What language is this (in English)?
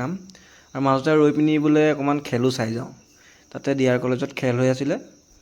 Assamese